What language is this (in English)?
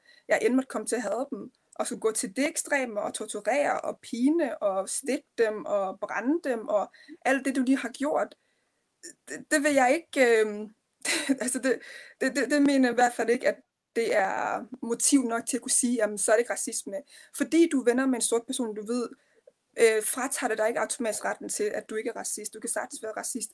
Danish